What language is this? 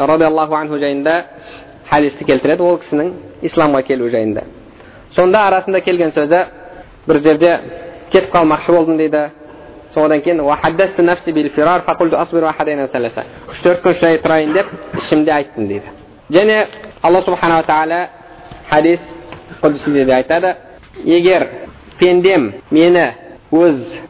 Kazakh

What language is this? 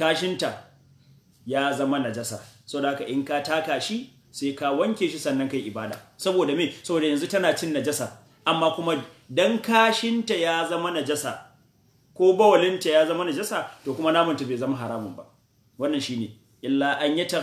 Hausa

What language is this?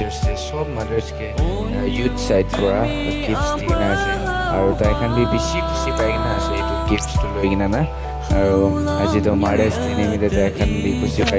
Naga Pidgin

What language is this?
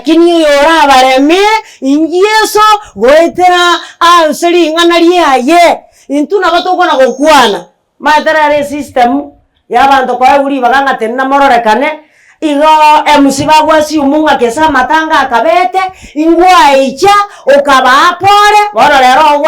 Gusii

